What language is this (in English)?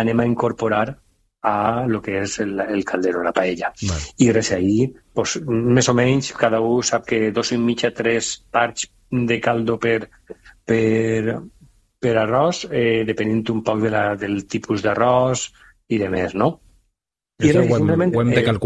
Catalan